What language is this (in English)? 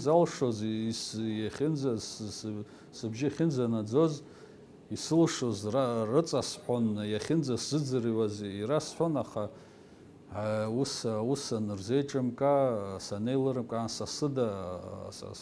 Abkhazian